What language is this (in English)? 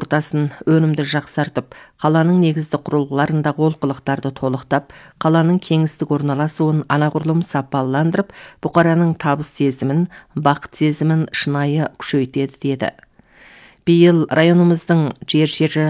Kazakh